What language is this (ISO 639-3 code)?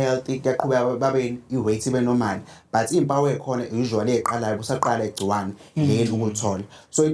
zul